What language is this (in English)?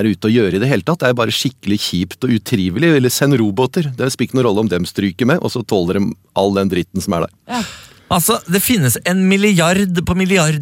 Norwegian